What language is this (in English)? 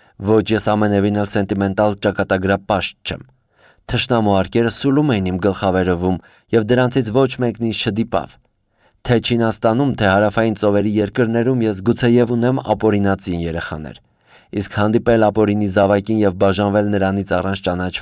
Armenian